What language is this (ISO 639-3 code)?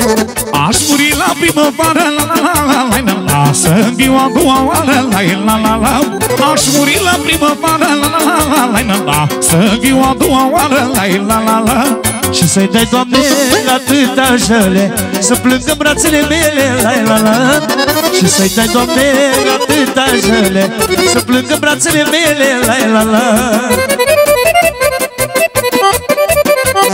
ron